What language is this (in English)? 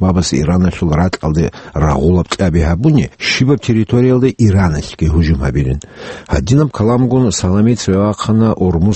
Avaric